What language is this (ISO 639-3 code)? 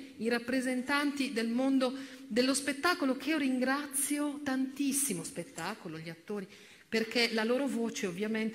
ita